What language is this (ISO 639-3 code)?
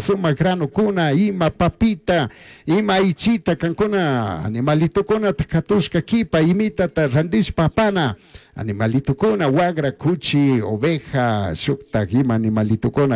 qug